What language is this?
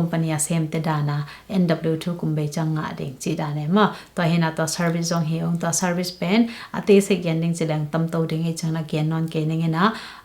Tedim Chin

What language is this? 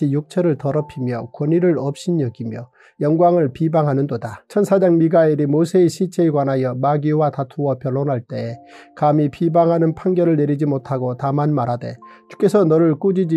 Korean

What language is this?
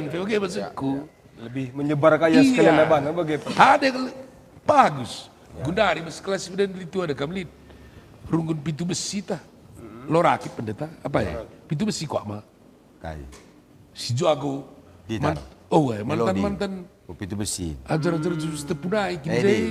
Batak Karo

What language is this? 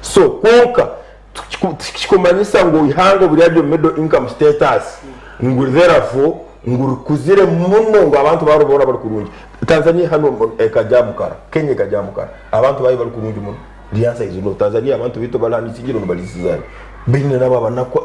Nyankole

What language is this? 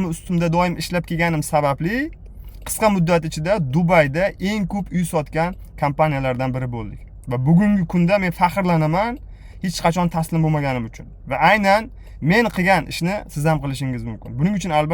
Uzbek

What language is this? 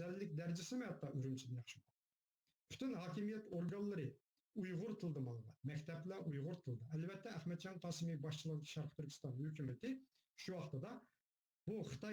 Uyghur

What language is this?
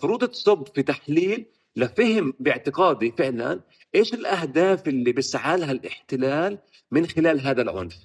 North Levantine Arabic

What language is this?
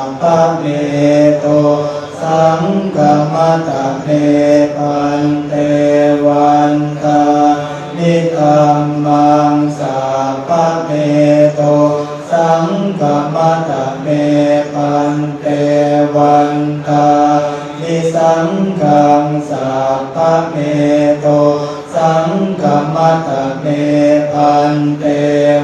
Pali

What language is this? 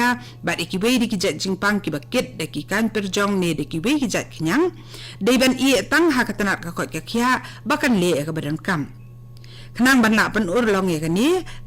Khasi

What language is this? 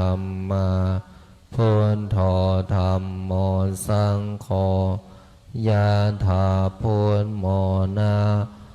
Pali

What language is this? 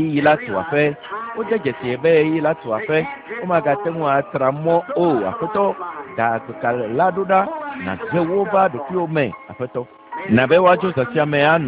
Ewe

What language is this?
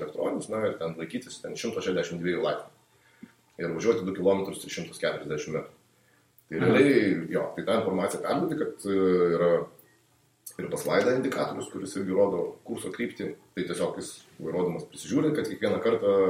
Lithuanian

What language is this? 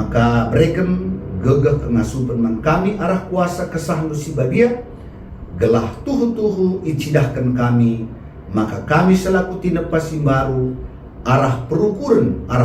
Batak Karo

